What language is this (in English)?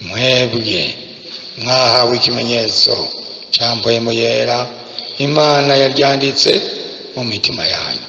Rundi